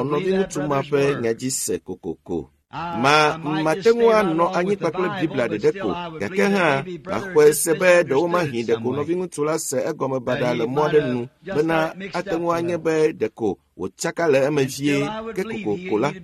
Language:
Ewe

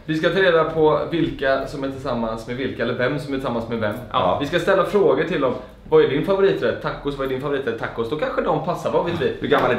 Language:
Swedish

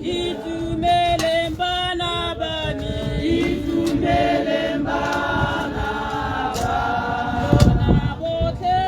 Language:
Tswana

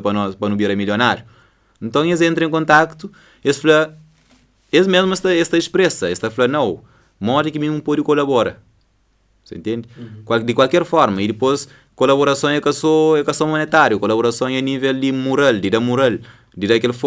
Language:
Kabuverdianu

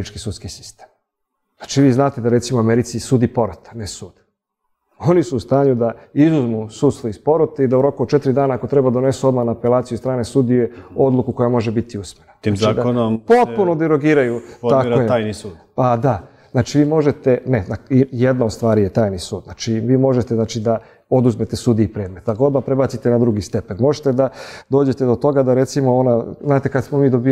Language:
Serbian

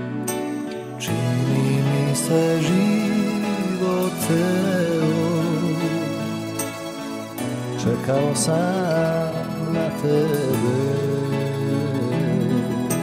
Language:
Serbian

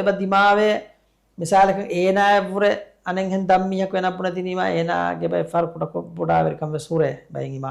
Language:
Divehi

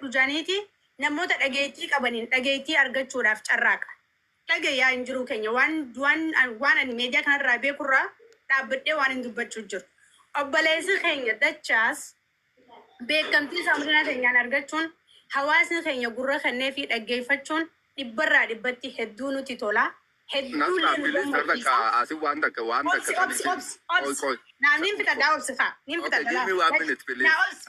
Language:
Oromo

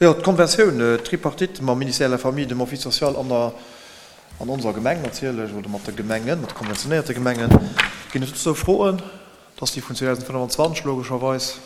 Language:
Luxembourgish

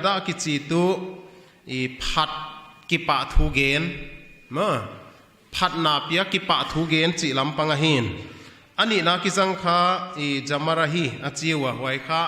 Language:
Paite Chin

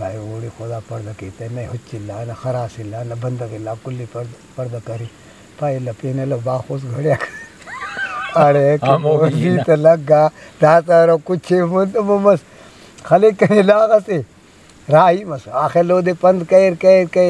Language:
Brahui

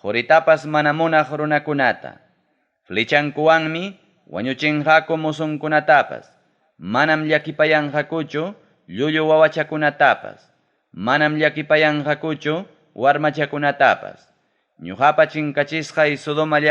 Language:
Ayacucho Quechua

